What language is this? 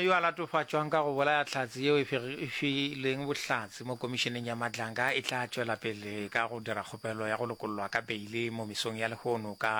Northern Sotho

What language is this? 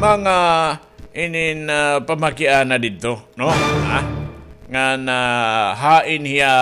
Waray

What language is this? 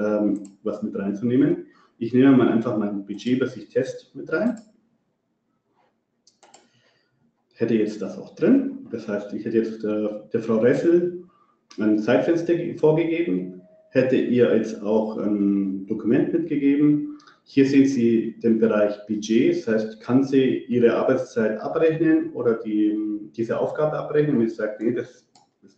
German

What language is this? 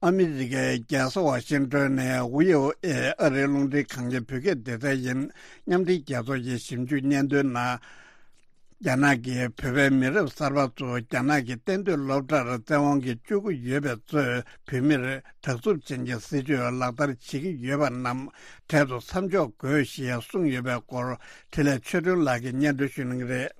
Tibetan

